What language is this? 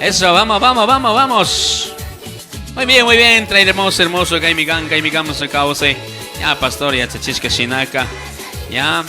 Chimborazo Highland Quichua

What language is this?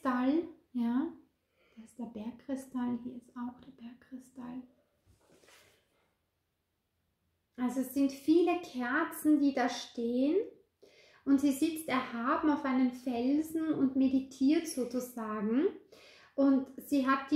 German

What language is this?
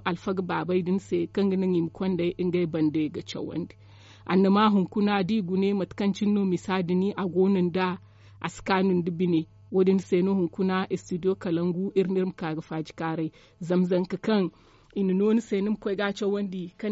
Zarma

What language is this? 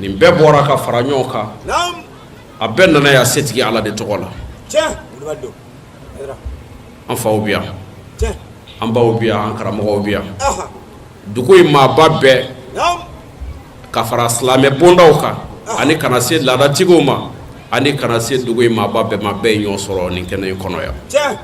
Bambara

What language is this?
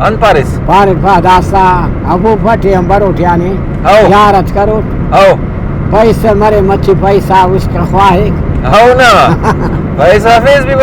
Brahui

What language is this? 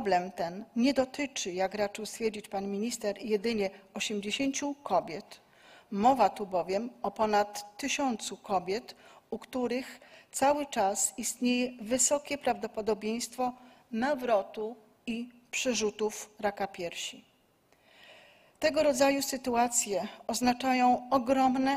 Polish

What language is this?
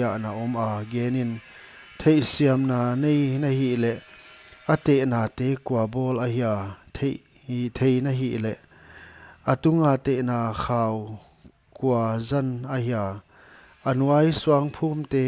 Paite Chin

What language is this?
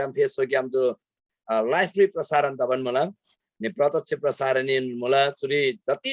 Eastern Tamang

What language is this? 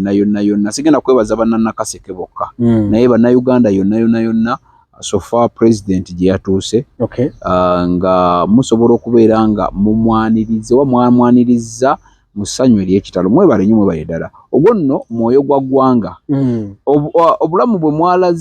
Ganda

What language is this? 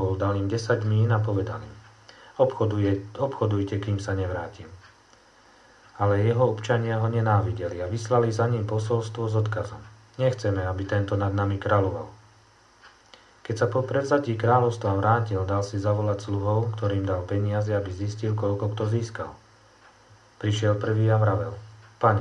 Slovak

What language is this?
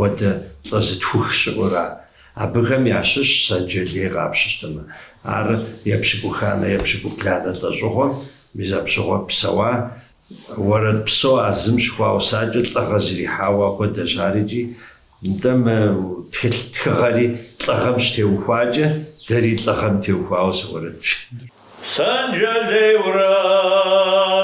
Kabardian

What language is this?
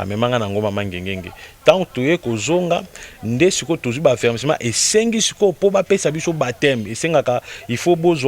Lingala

